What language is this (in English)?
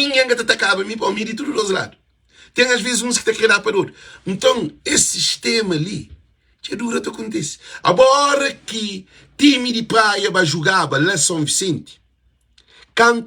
Kabuverdianu